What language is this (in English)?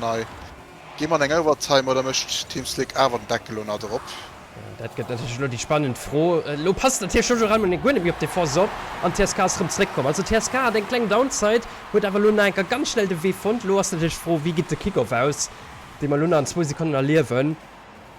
Luxembourgish